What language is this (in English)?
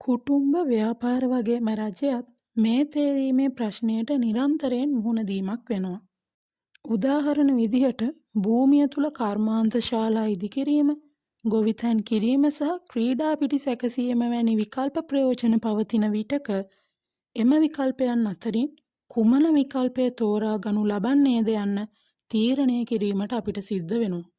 Sinhala